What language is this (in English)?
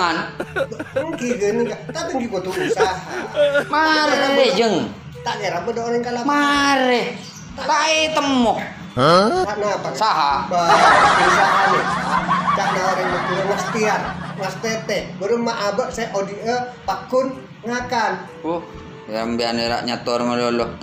Madurese